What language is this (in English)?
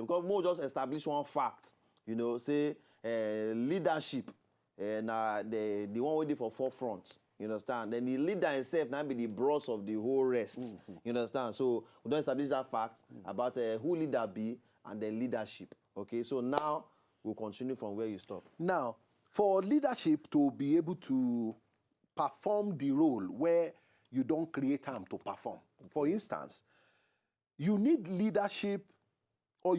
Nigerian Pidgin